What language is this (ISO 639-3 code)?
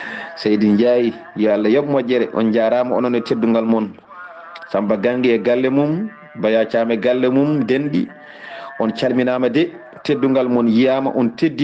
ful